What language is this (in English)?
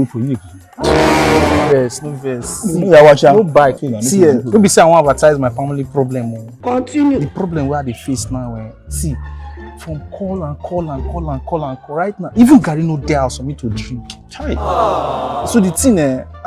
Nigerian Pidgin